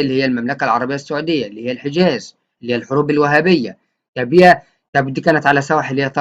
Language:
Egyptian Arabic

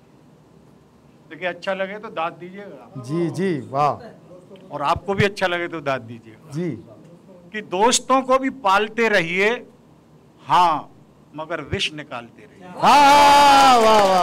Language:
Hindi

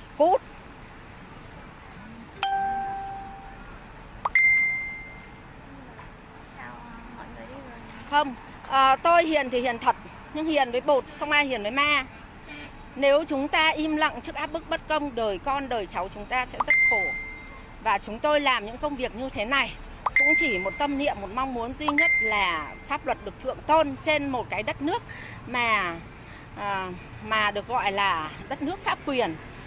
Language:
Vietnamese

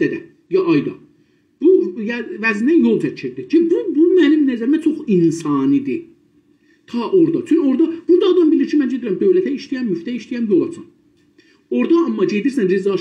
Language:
South Azerbaijani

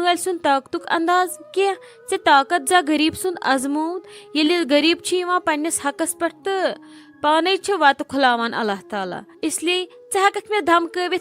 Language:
Kashmiri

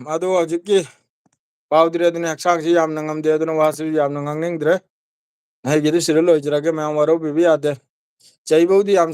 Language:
Manipuri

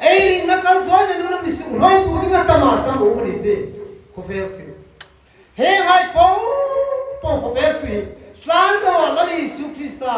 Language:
Hmar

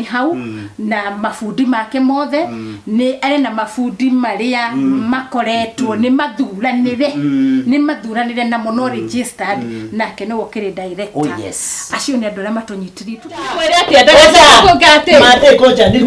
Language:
Kikuyu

